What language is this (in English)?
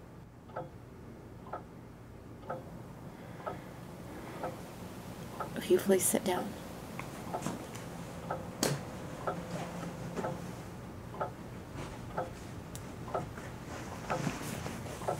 English